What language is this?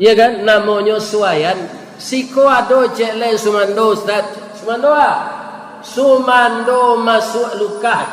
Minangkabau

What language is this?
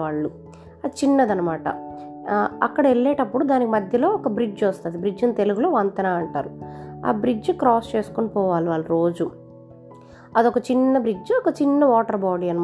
Telugu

